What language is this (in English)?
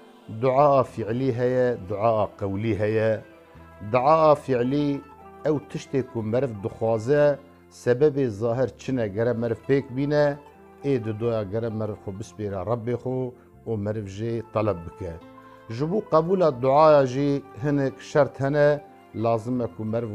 Kurdish